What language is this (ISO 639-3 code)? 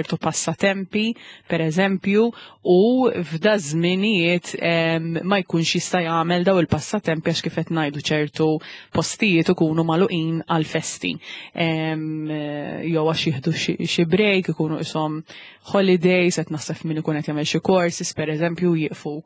mlt